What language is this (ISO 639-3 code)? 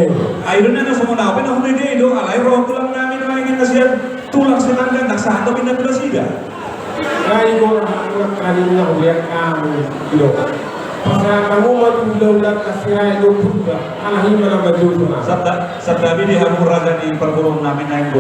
bbc